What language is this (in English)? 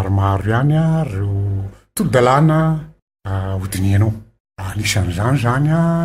Malagasy